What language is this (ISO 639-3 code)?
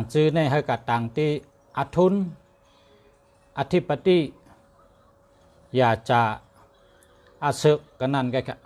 shn